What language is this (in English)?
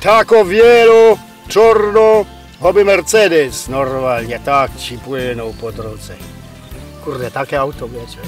Silesian